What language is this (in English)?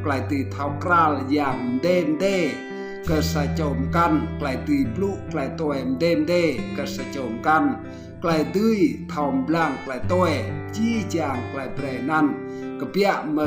Rade